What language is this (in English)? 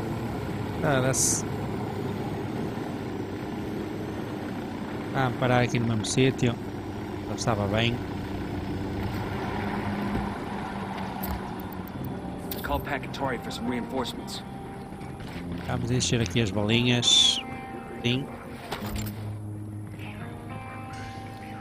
Portuguese